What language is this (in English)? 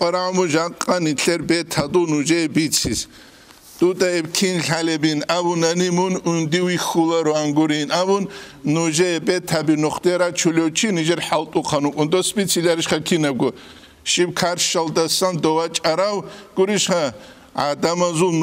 Avaric